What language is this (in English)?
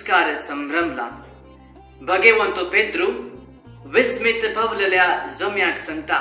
Konkani